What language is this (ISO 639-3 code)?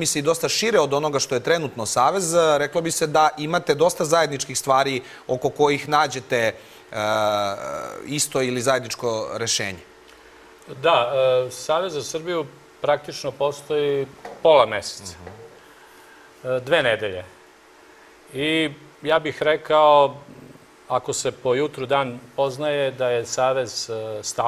srp